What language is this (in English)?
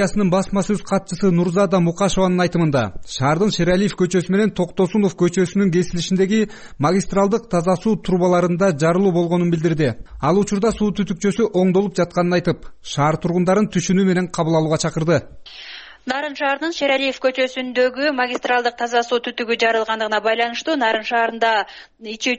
Kyrgyz